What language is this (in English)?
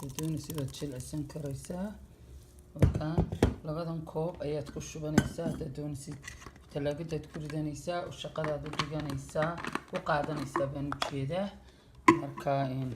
Somali